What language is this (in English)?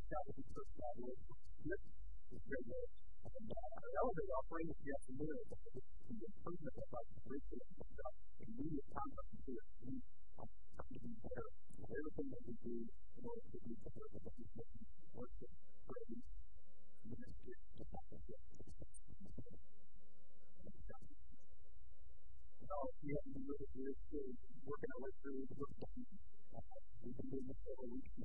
English